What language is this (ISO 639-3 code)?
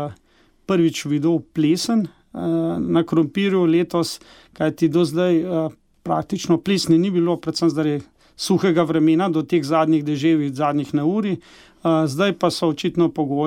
slv